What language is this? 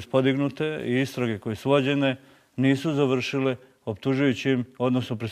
Bosnian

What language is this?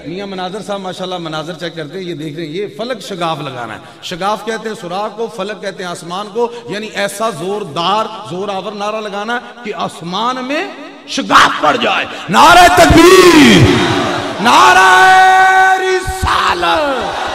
Urdu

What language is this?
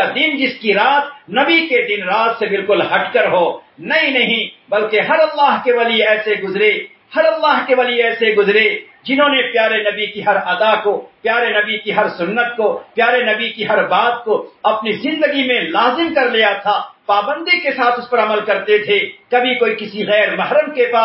Urdu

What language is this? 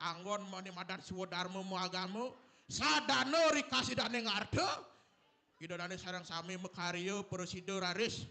Balinese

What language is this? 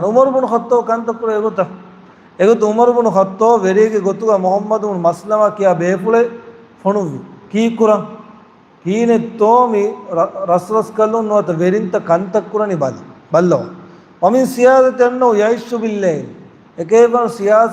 Divehi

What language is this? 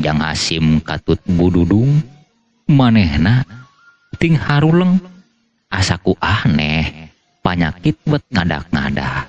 Sundanese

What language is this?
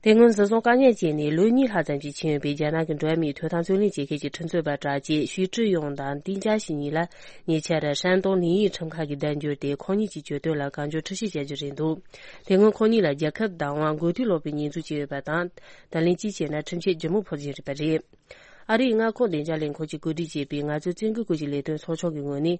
Tibetan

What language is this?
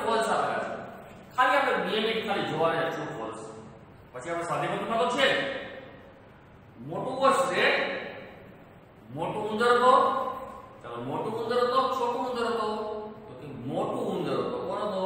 Gujarati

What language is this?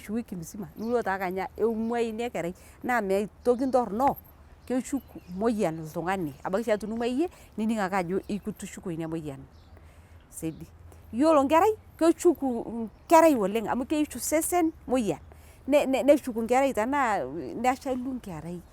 Masai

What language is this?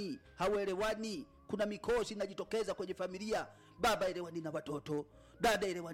Swahili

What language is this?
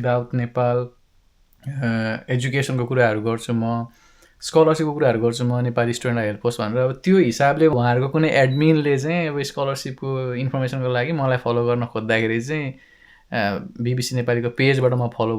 Nepali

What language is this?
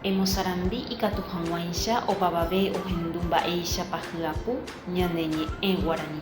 Guarani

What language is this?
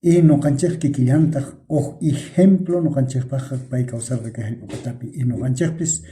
South Bolivian Quechua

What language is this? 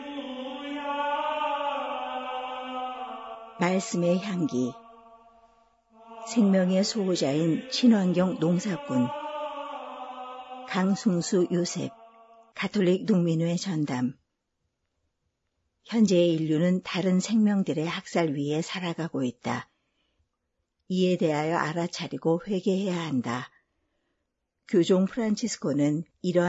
Korean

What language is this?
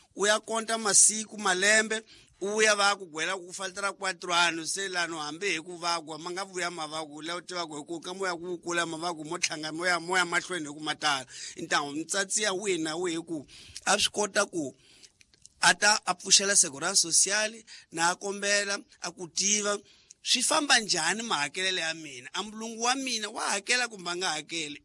Tsonga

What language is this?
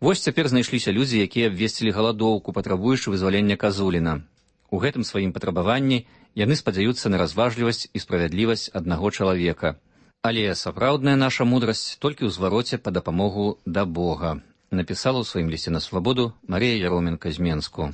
Belarusian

